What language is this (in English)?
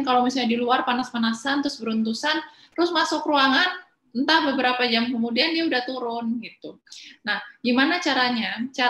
Indonesian